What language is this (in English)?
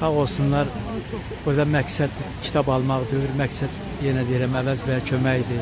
Azerbaijani